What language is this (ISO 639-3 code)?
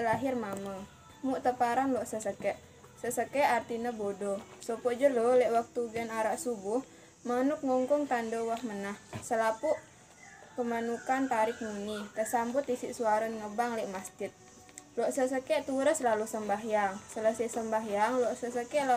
sas